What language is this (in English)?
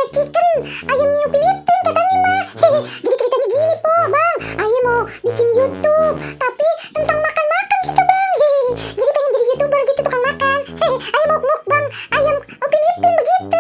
Betawi